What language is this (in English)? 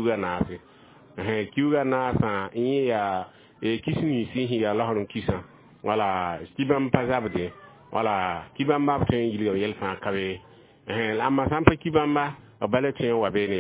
Mossi